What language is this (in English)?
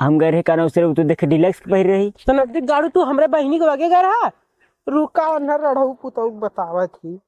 Awadhi